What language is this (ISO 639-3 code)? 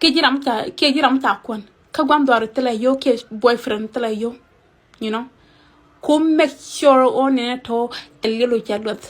nus